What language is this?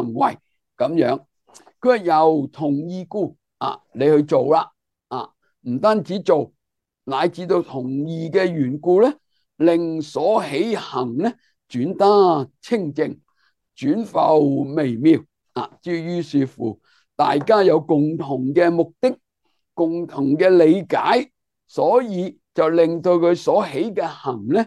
Cantonese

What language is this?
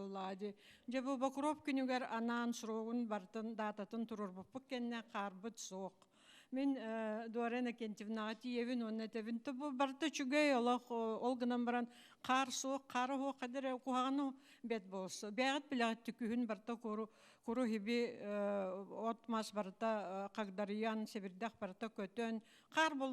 Yakut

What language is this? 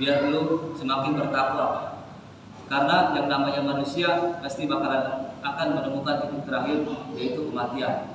Betawi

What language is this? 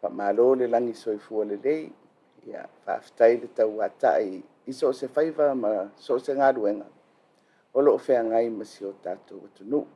Samoan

